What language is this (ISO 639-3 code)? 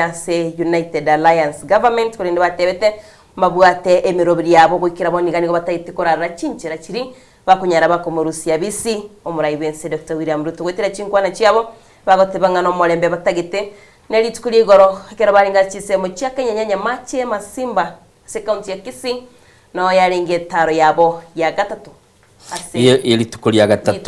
guz